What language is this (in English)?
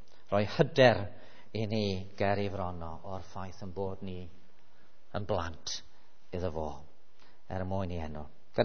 Welsh